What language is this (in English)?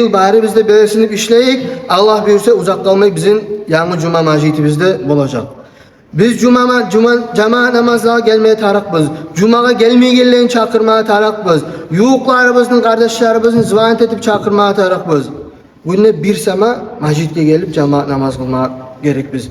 Kumyk